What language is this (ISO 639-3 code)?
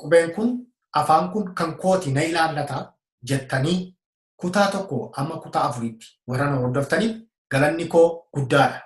orm